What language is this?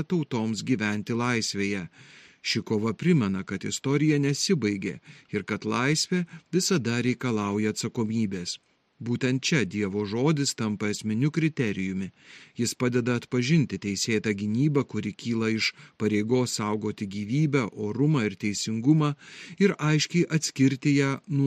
Lithuanian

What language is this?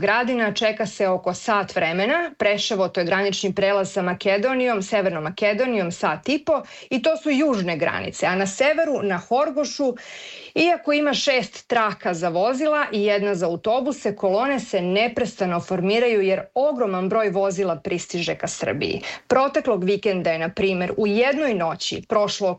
Serbian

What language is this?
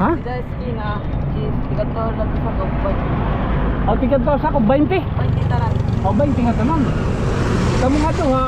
Waray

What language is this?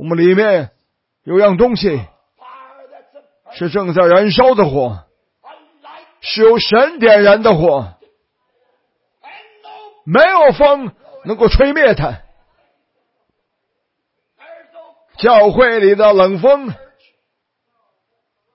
Chinese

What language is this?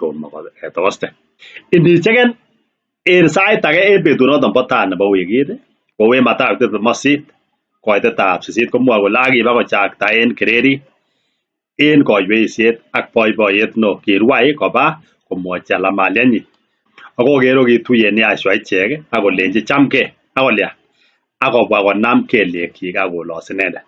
Kalenjin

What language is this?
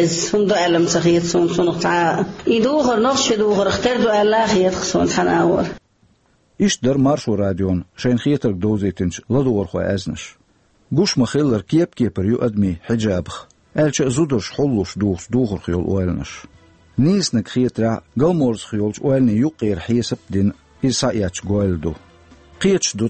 Chechen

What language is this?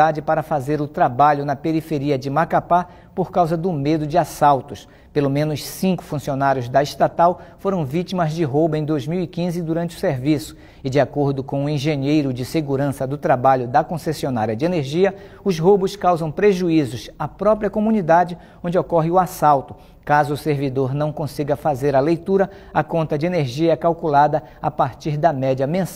Portuguese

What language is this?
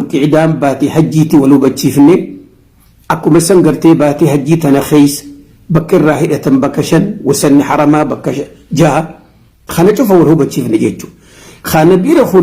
Oromo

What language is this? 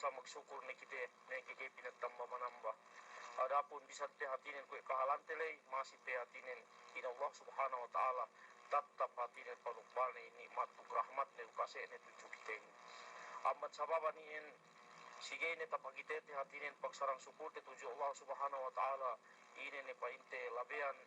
Yakan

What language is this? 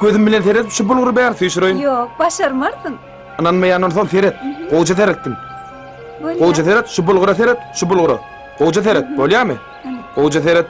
Turkmen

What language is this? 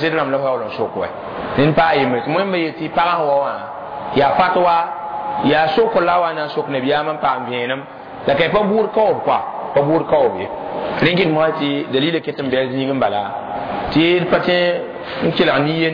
Mossi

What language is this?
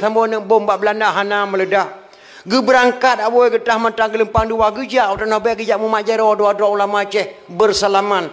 Achinese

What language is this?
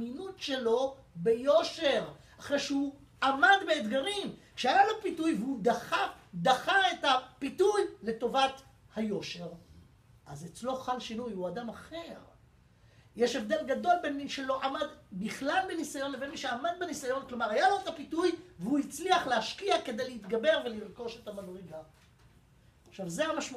Hebrew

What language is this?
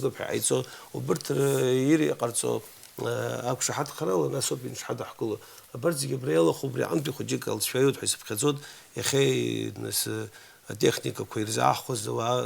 Abkhazian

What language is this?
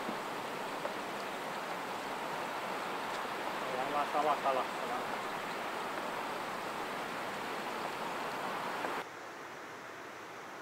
Finnish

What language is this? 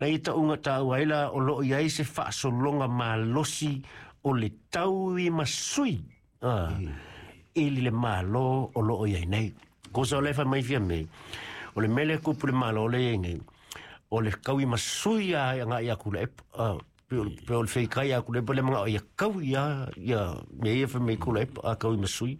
Samoan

